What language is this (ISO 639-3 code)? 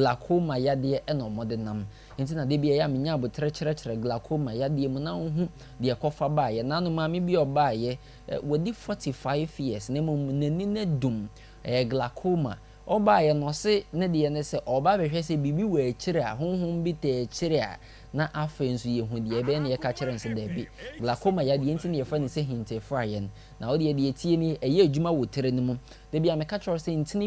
aka